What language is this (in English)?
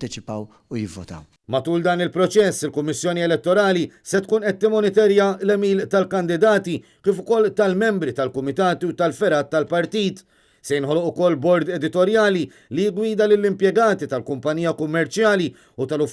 Maltese